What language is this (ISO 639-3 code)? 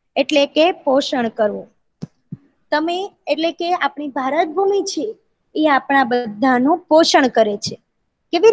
guj